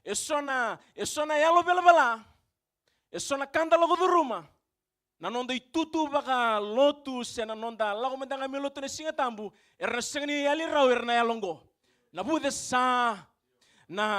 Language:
Fijian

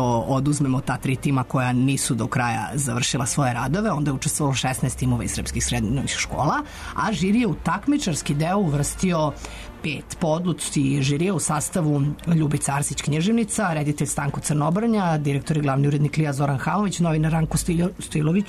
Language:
Serbian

